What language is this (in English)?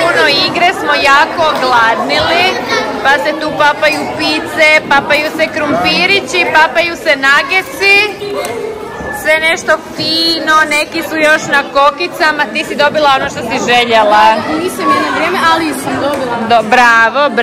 Croatian